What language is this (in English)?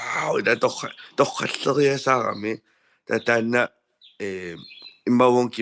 Kalaallisut